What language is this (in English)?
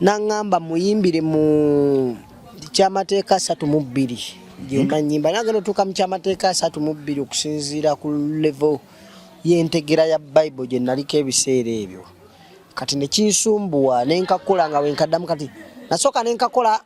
Ganda